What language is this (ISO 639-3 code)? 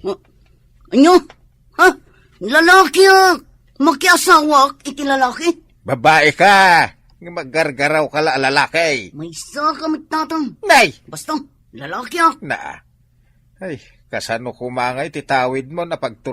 ilo